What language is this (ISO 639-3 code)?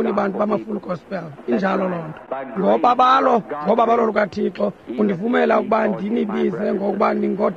xho